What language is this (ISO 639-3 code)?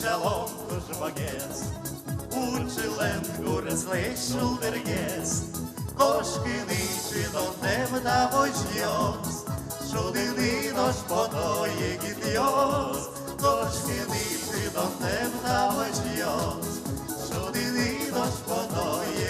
udm